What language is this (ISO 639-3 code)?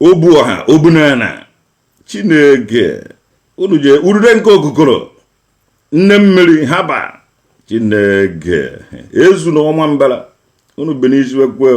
ibo